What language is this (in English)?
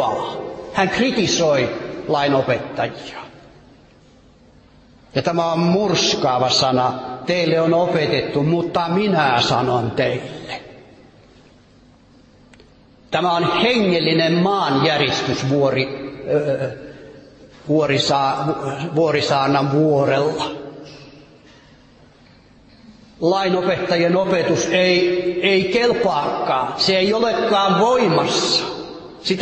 Finnish